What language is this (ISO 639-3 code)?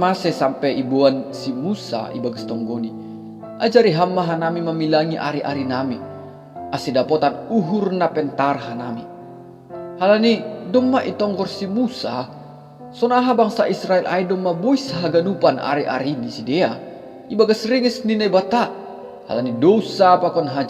bts